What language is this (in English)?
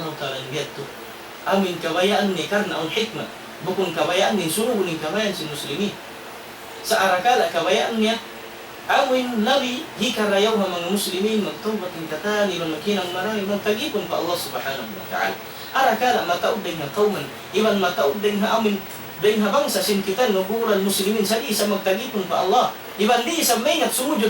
Tausug